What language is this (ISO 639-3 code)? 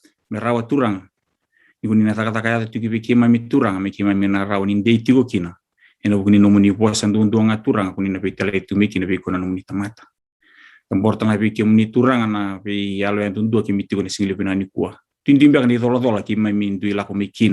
fij